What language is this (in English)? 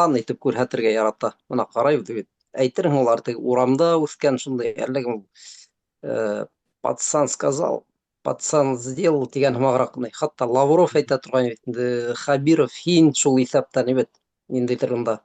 Bashkir